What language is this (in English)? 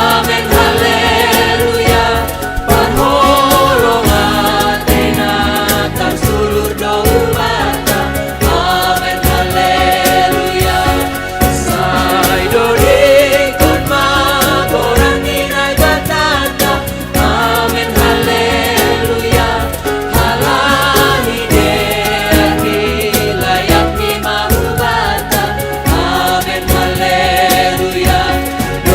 Batak Simalungun